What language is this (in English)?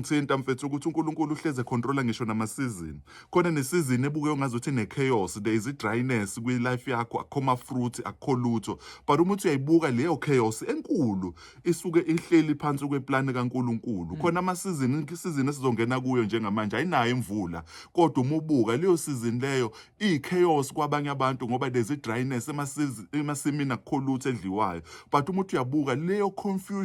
Zulu